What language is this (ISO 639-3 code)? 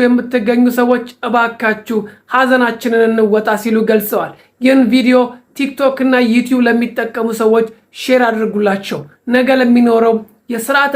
amh